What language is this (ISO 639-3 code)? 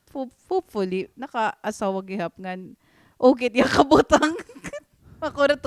war